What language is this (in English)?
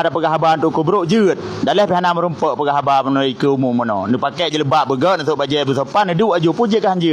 Achinese